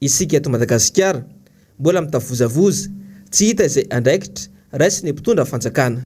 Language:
Malagasy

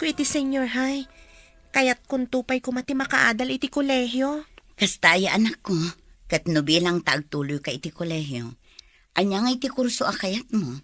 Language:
Iloko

